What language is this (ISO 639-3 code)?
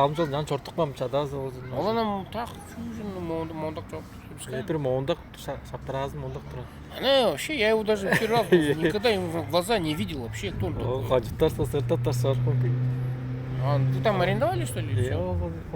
tyv